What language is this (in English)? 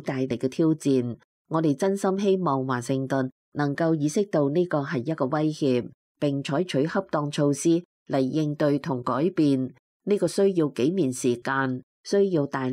Cantonese